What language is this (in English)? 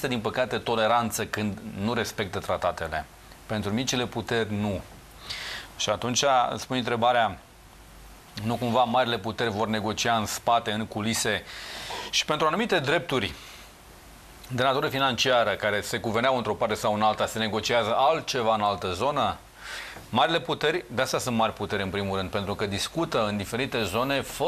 Romanian